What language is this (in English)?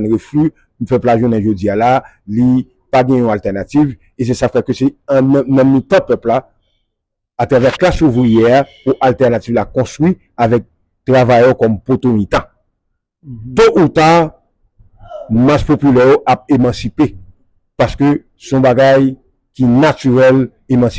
Haitian Creole